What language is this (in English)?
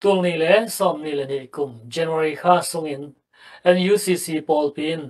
Tedim Chin